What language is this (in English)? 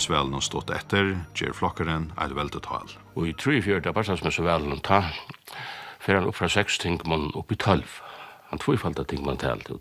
Faroese